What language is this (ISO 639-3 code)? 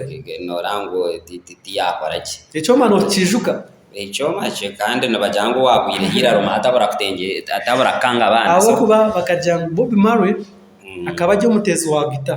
nyn